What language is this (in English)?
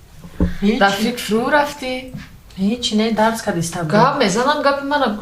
Tajik